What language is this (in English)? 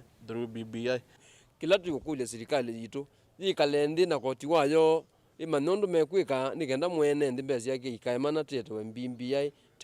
Kamba